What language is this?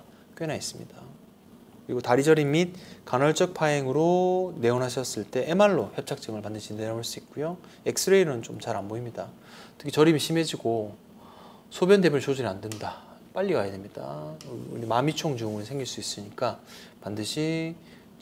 Korean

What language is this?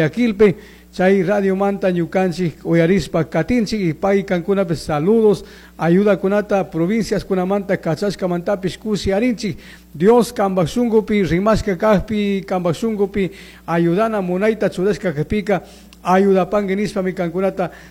Chimborazo Highland Quichua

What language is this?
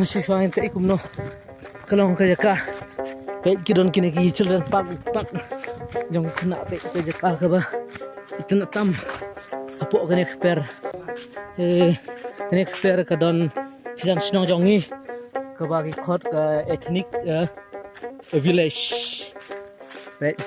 Khasi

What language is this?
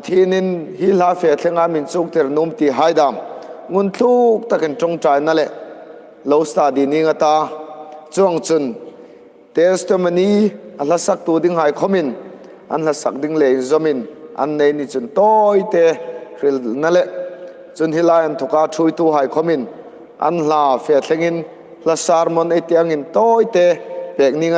Hmar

